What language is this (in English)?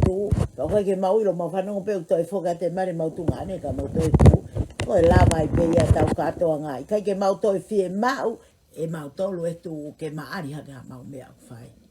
Tongan